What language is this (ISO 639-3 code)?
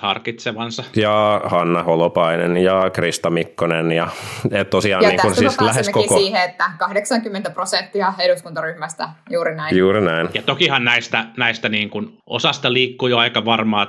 fin